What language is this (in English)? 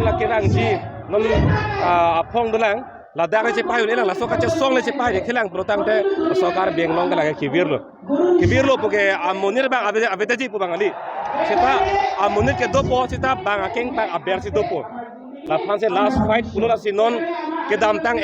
Karbi